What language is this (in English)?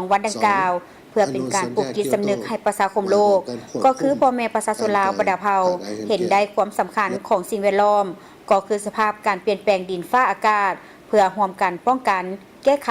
Lao